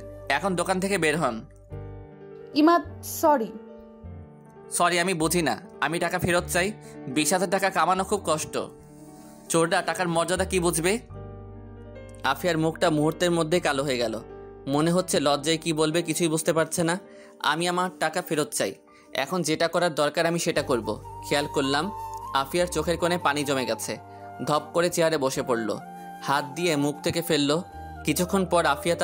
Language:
Bangla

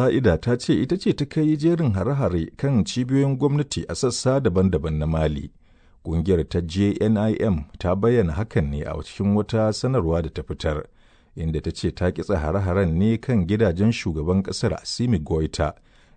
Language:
Hausa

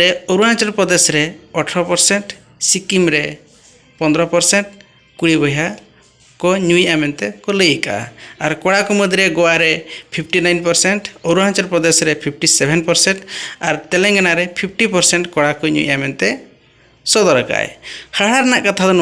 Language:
Santali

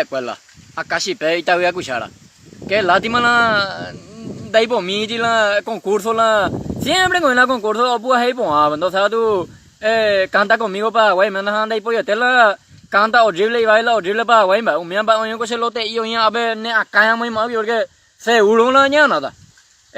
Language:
Guarani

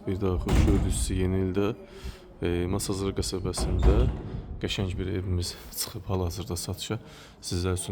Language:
Azerbaijani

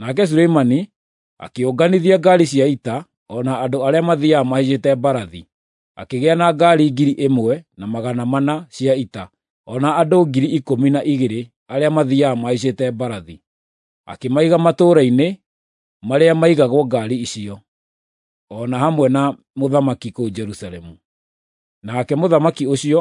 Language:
Kikuyu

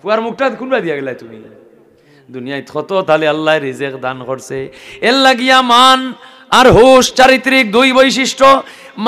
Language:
Sylheti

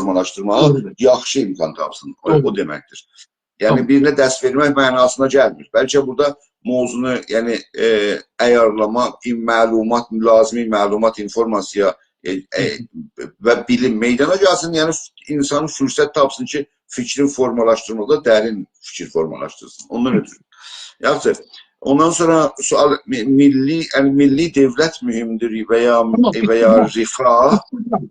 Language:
South Azerbaijani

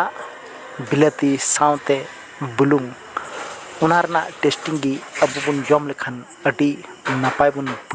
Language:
Santali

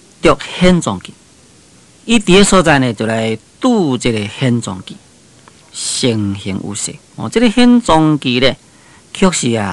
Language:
Min Nan Chinese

